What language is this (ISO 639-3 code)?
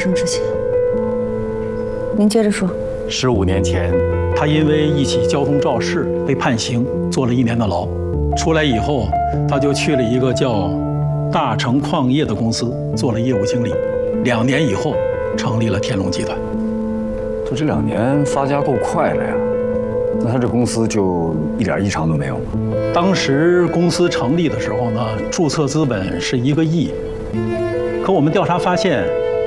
zho